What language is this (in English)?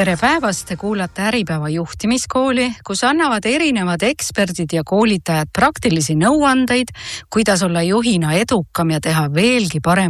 Estonian